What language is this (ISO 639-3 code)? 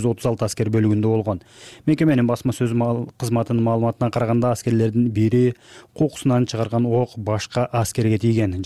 kir